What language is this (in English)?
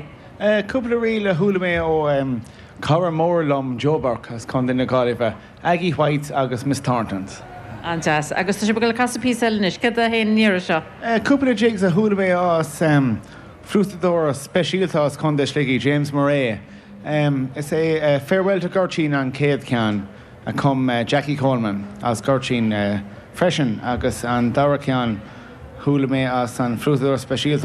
Irish